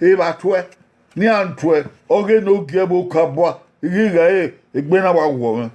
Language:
Bini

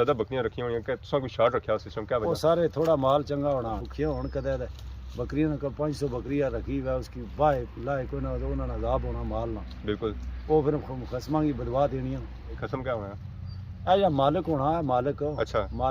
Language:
Pahari-Potwari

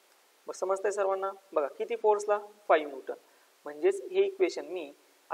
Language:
Marathi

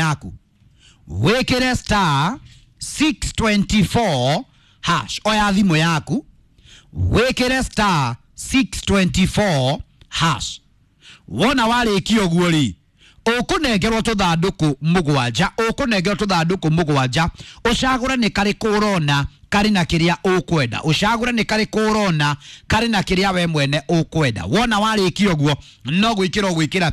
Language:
Kikuyu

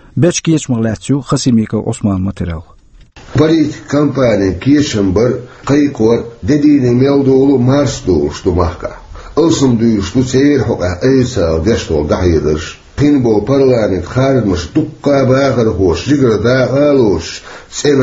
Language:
Chechen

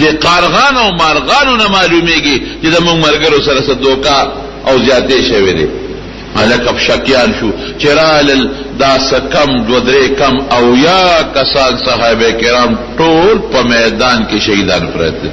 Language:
Pashto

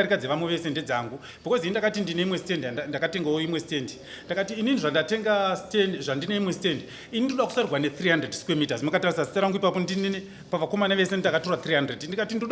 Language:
Shona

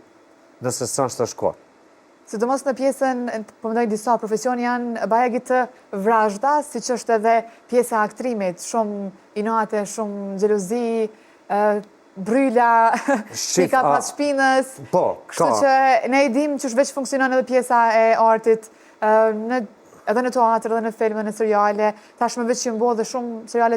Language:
Albanian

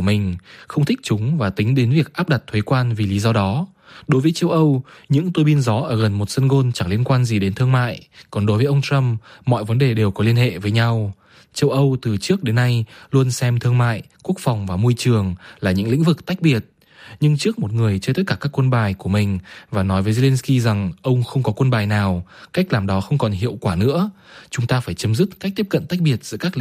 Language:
Vietnamese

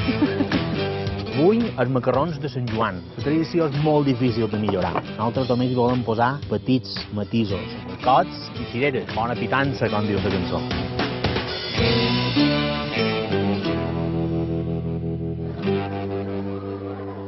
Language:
Catalan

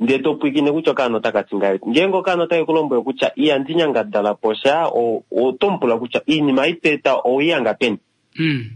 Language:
Kuanyama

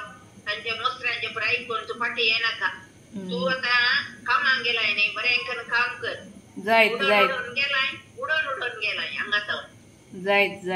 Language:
Konkani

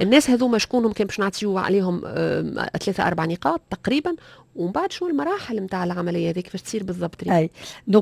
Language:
Tunisian Arabic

